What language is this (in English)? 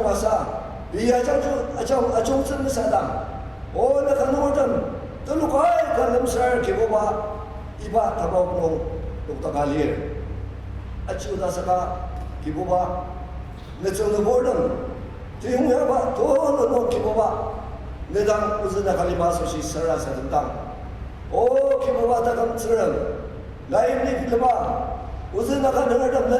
Ao Naga